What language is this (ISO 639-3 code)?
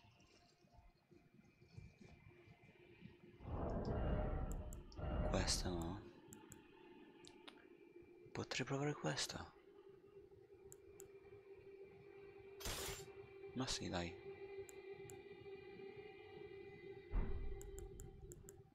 ita